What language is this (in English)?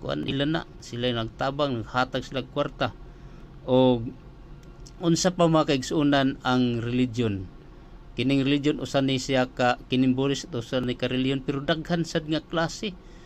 Cebuano